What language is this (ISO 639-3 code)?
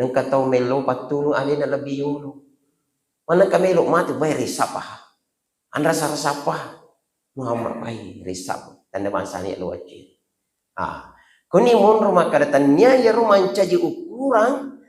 bug